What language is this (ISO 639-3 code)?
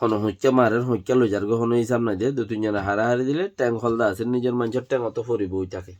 rhg